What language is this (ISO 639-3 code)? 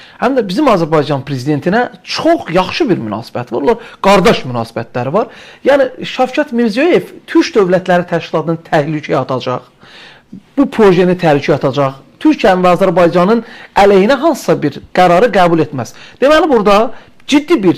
aze